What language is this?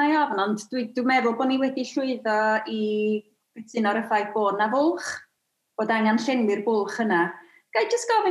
Welsh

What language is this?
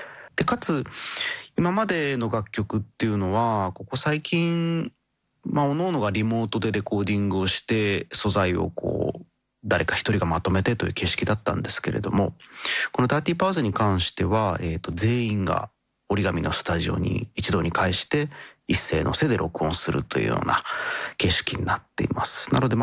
Japanese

